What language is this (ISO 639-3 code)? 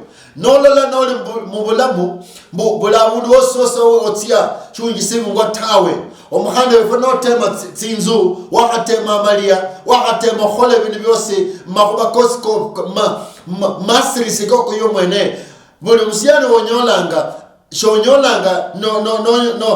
luy